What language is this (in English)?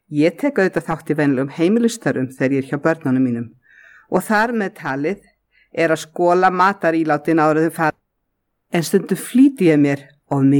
Icelandic